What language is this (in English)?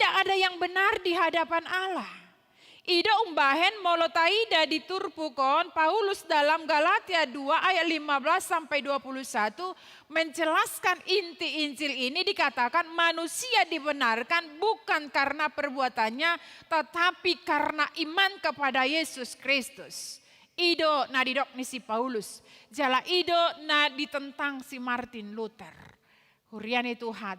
Batak Toba